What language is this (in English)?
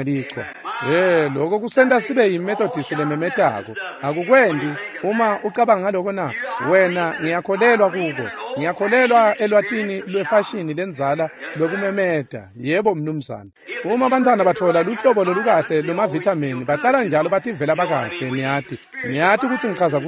Swati